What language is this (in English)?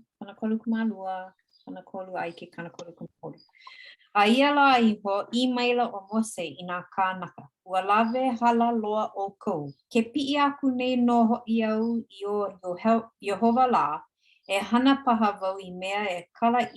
Hawaiian